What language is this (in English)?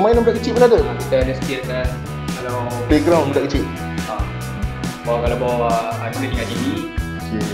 Malay